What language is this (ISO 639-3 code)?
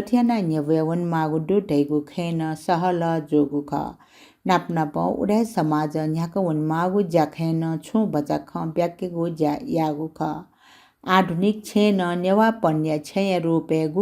new